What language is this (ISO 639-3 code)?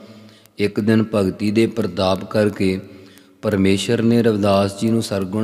pan